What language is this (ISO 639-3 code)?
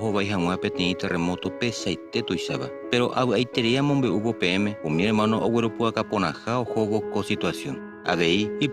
grn